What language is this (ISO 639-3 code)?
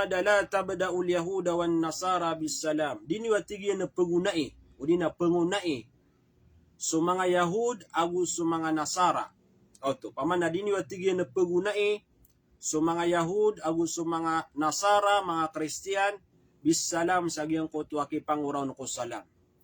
mrw